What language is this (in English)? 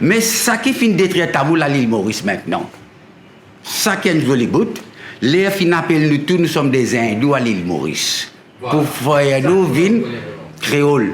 Morisyen